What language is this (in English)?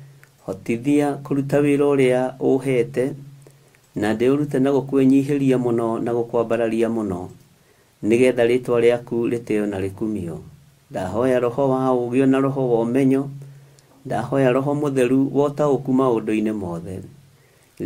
Kikuyu